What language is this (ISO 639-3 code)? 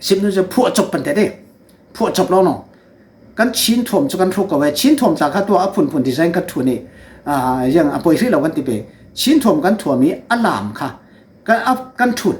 cfm